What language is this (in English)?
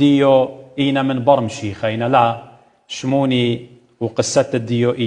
Assyrian Neo-Aramaic